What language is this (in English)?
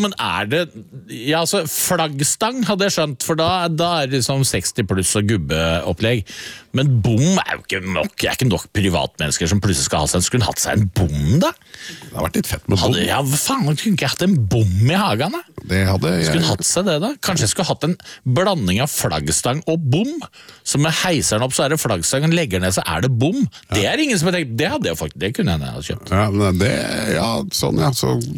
Norwegian